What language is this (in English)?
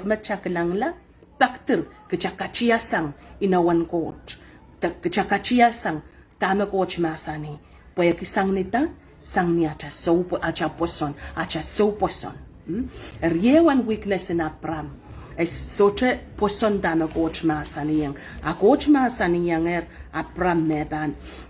Pohnpeian